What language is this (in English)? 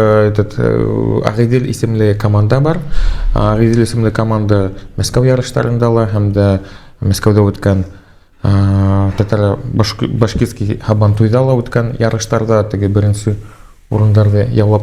Bashkir